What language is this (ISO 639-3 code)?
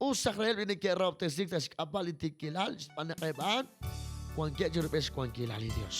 kek